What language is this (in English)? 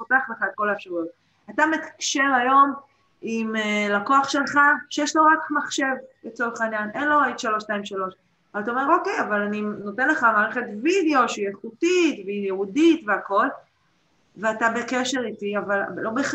Hebrew